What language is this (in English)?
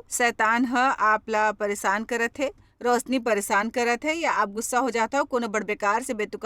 Chhattisgarhi